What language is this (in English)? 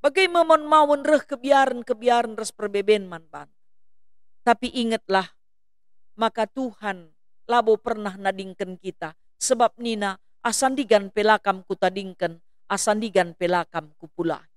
Batak Karo